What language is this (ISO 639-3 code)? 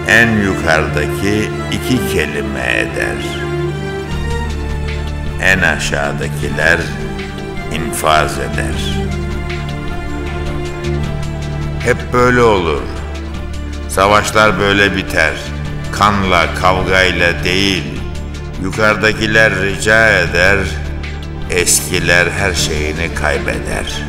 tur